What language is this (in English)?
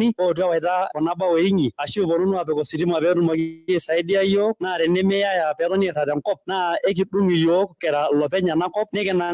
Masai